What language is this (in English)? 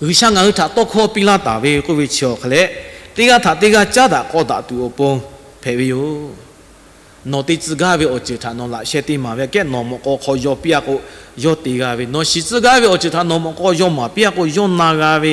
Lahu